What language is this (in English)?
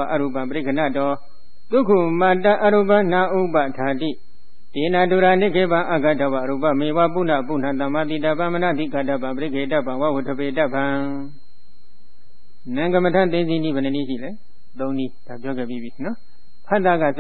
Burmese